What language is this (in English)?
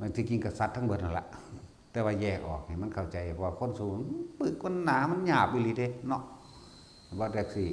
Northeastern Thai